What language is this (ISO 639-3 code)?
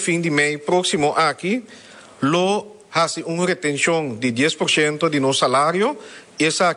pap